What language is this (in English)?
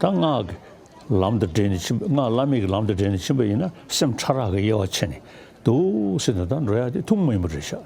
Tibetan